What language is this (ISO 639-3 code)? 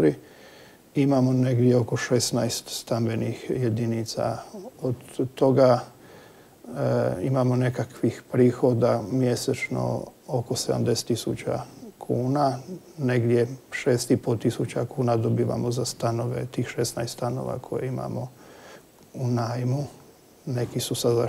hrv